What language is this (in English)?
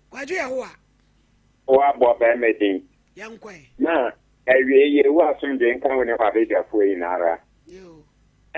Akan